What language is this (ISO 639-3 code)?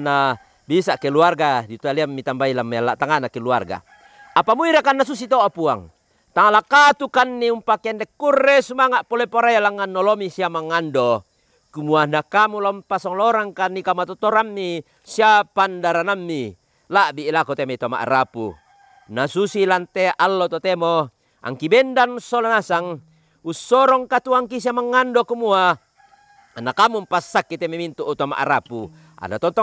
sda